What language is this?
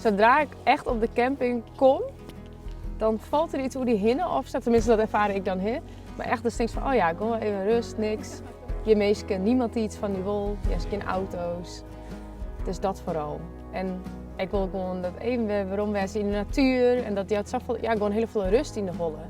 Western Frisian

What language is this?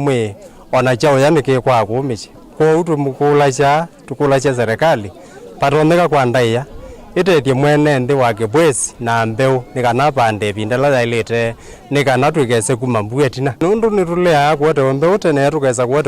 Kamba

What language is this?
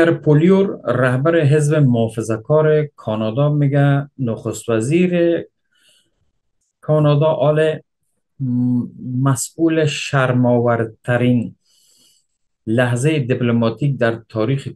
Persian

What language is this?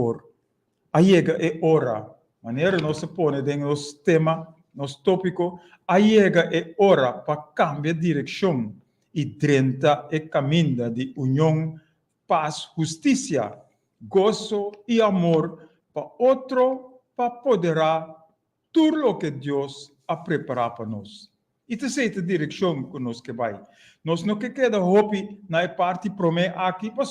Papiamento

